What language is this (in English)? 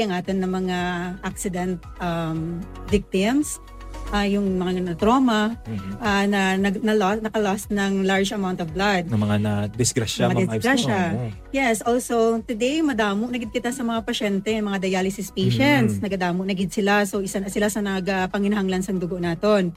Hiligaynon